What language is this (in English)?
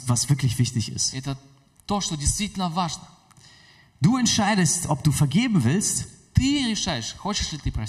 German